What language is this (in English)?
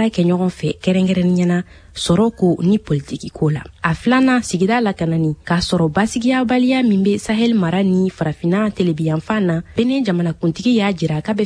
Bambara